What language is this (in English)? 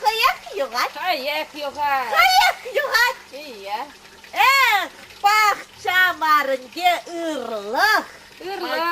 Chuvash